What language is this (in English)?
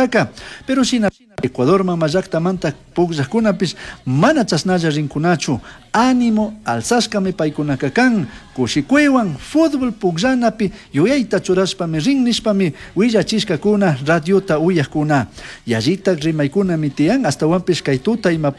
Chimborazo Highland Quichua